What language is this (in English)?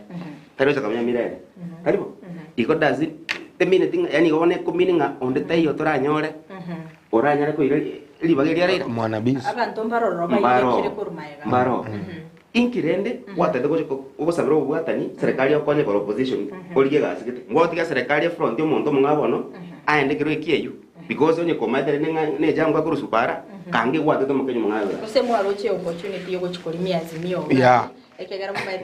Gusii